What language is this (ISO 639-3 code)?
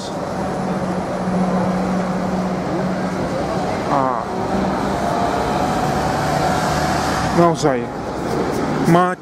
slk